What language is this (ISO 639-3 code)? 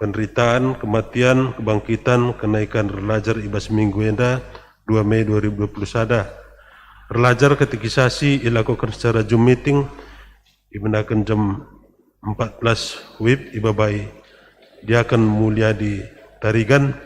btx